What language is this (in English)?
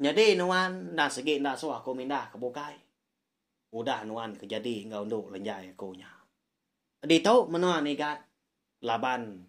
Iban